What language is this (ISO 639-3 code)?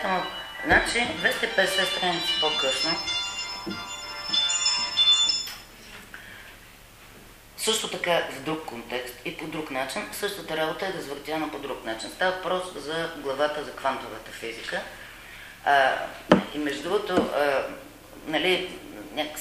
bul